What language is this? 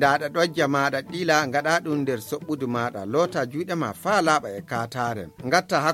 Fula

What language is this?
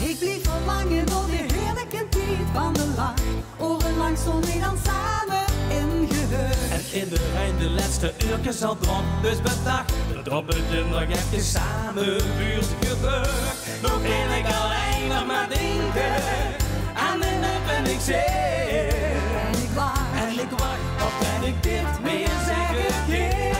Limburgish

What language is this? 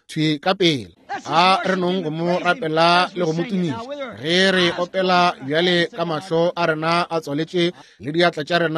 Northern Sotho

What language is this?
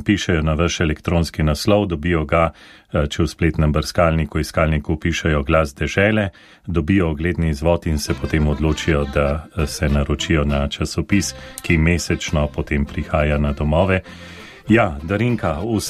Slovenian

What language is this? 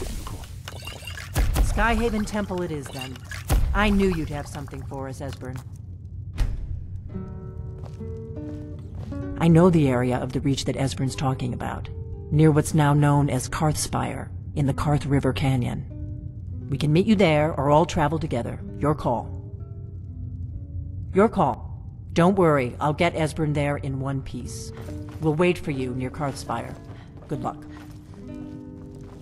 English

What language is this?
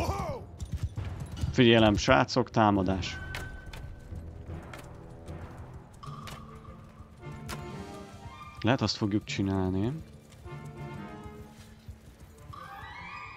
Hungarian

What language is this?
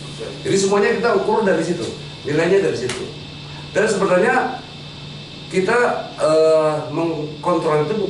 Indonesian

